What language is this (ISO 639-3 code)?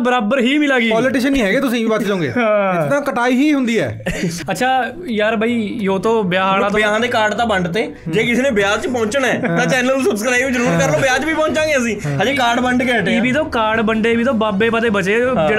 pan